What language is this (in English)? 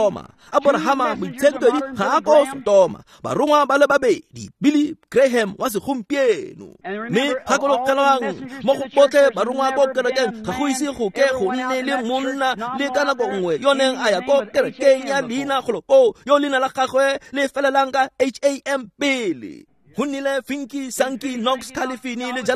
Tswana